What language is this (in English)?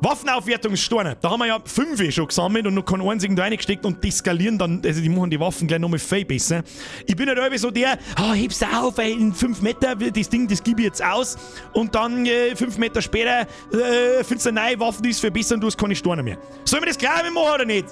Bavarian